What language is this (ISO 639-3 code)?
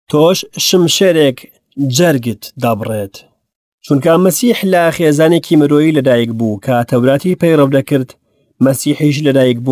ckb